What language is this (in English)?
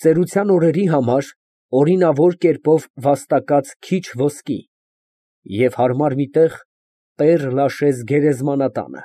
Armenian